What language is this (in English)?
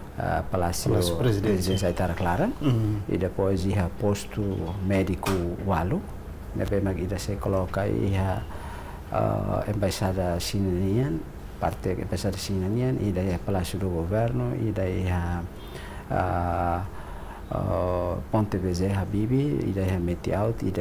Tetum